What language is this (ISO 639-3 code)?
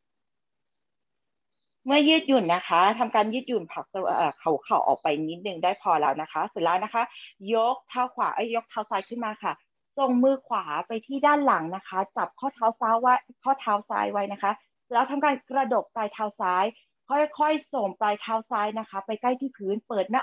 tha